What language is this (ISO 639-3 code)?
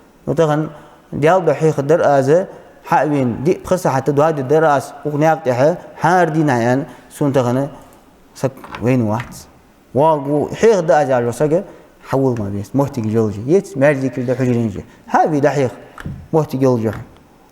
inh